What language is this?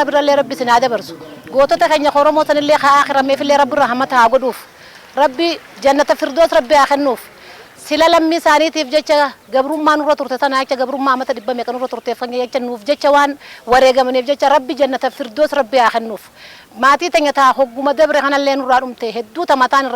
Oromo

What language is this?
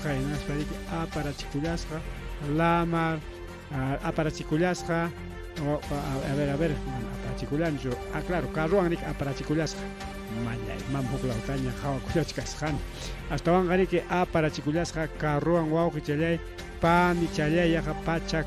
Ayacucho Quechua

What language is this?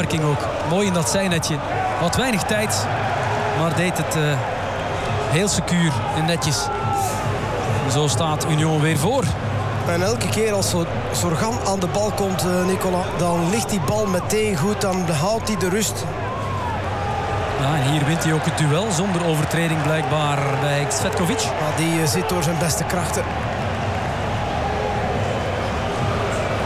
Dutch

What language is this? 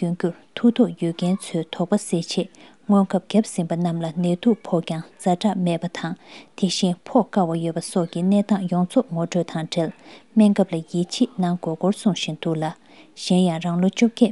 Tibetan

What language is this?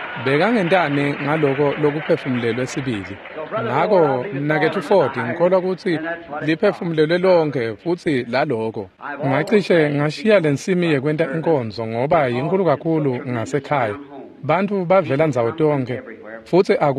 Swati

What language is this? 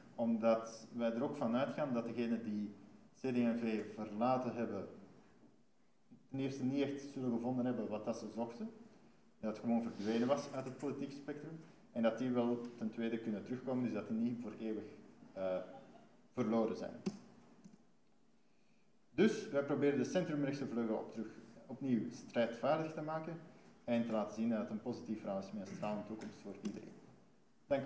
Dutch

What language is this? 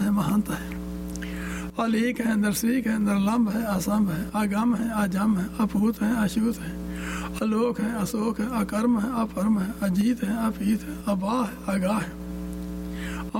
Punjabi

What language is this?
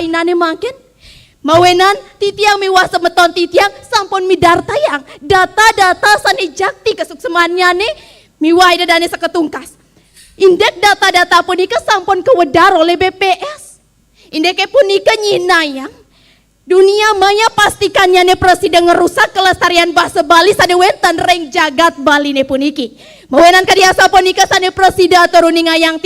Balinese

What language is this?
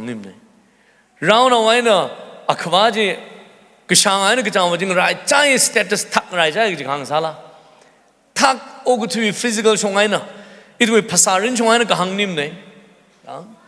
Tangkhul Naga (India)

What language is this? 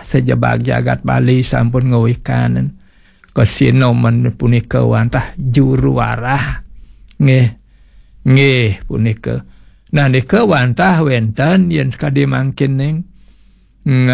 Balinese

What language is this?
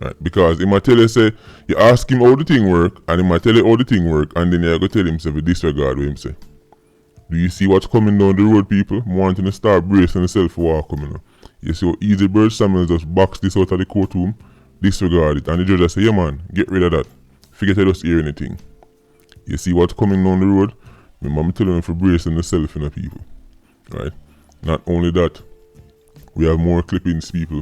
Jamaican Creole English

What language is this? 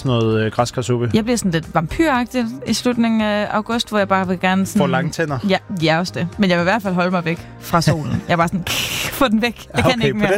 Danish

